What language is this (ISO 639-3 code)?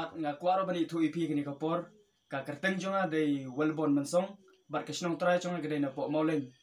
kha